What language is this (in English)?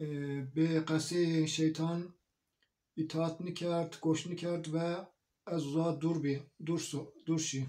Zaza